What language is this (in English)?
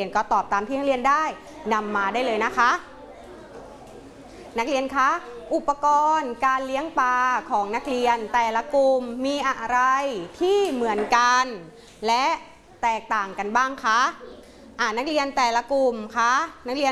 Thai